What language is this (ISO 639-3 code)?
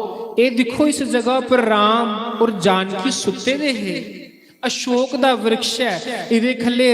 doi